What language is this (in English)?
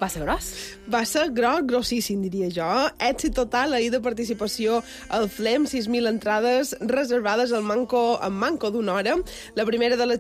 Catalan